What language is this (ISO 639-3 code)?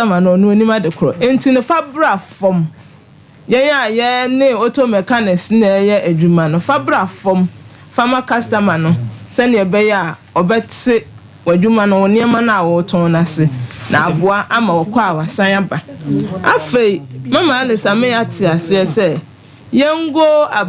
aka